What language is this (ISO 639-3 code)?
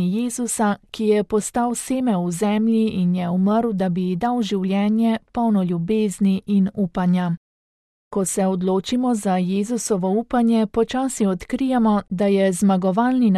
slv